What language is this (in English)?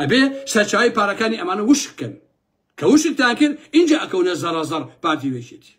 Central Kurdish